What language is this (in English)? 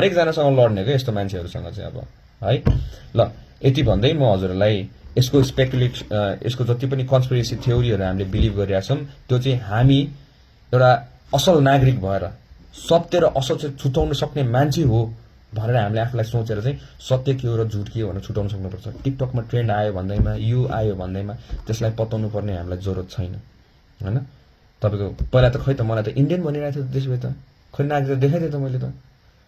Nepali